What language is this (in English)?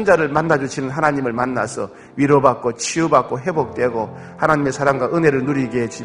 Korean